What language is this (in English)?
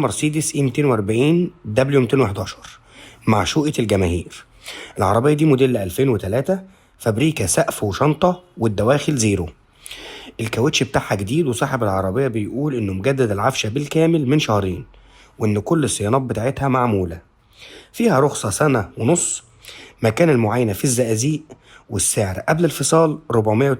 Egyptian Arabic